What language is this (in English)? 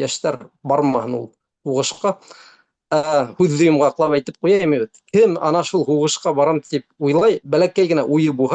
Bashkir